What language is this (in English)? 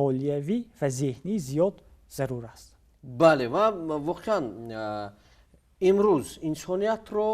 Tajik